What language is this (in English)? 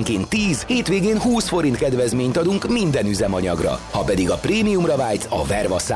Hungarian